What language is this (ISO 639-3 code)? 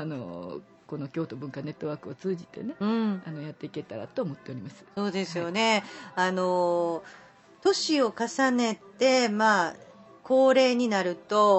jpn